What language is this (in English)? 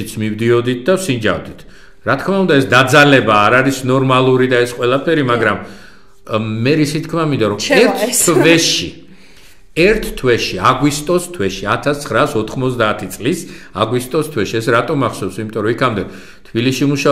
Georgian